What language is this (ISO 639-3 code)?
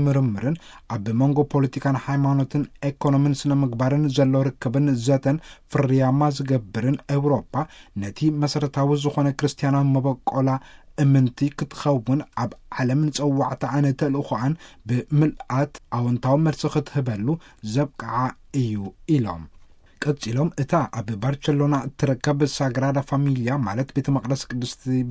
tir